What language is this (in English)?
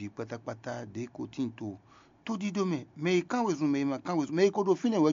Fon